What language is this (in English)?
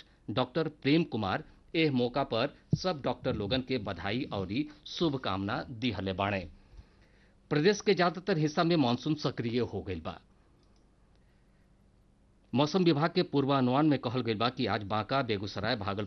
Bhojpuri